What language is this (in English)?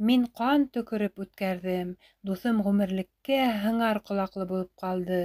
Bashkir